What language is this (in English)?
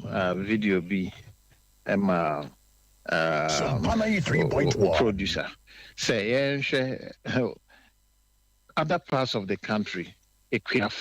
Akan